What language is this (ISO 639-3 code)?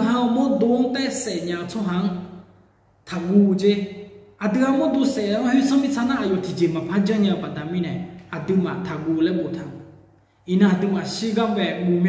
ahk